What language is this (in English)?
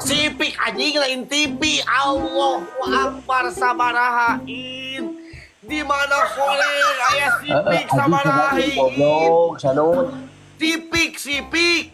Sundanese